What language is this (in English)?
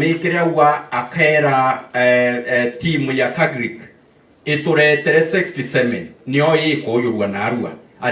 Meru